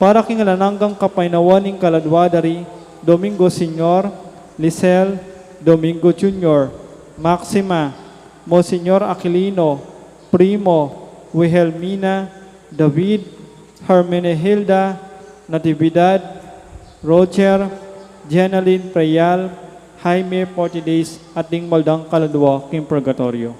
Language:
Pampanga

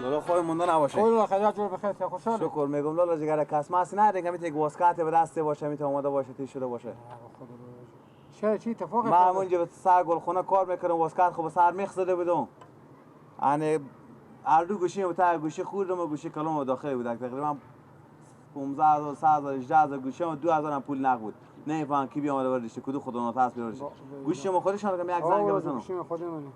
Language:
Persian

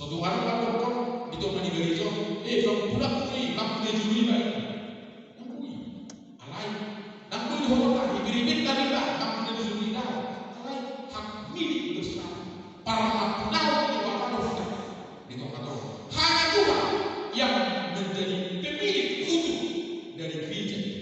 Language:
Batak Toba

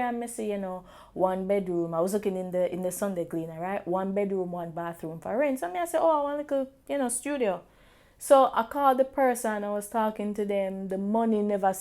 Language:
Jamaican Creole English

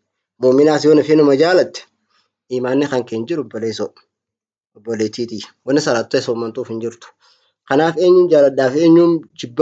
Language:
Oromo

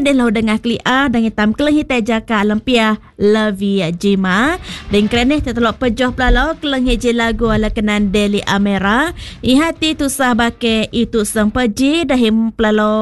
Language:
Malay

